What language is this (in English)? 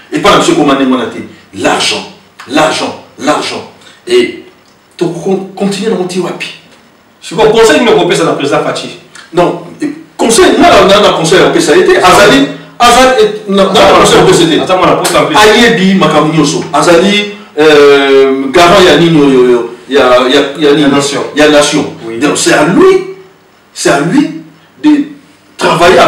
Lingala